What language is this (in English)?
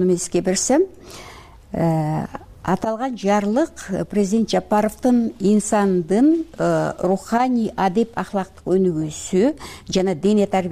Kyrgyz